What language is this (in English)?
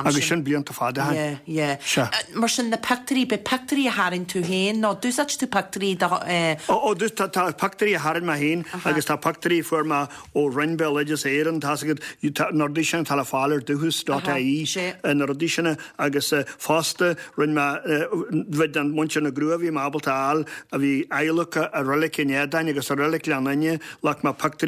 Irish